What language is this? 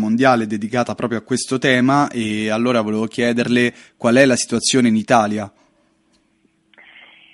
Italian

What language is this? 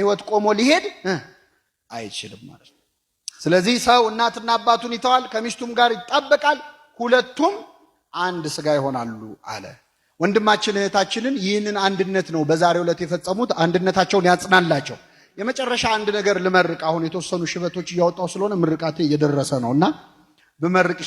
Amharic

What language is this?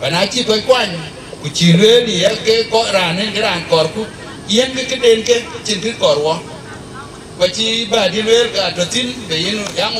Dinka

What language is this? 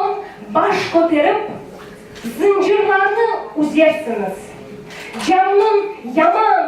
Crimean Tatar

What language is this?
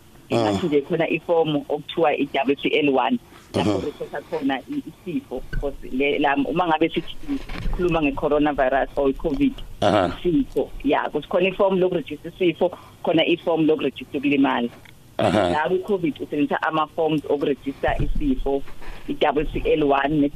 South Ndebele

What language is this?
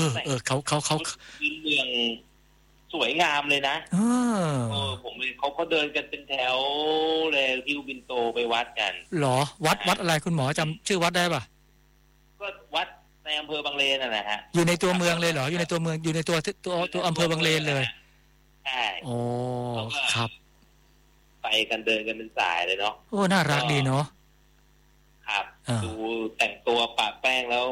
Thai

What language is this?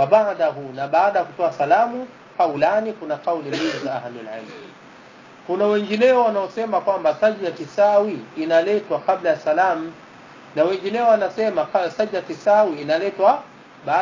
Swahili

